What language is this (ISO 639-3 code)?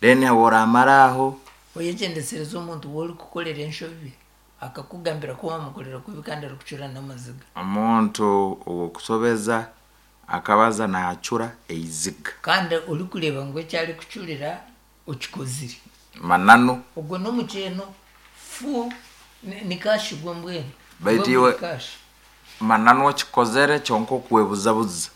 nyn